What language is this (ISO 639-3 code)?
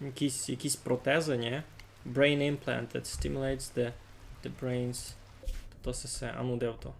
rue